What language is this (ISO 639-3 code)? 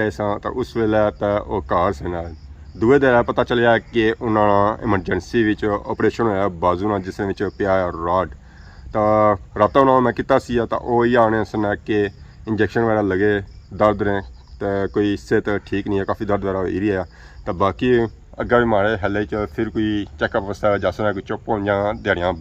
phr